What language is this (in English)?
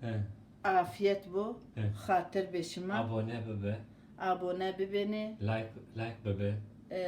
Zaza